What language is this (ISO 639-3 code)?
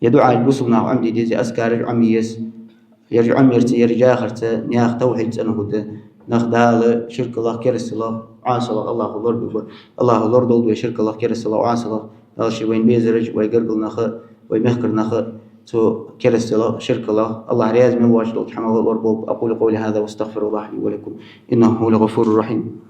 inh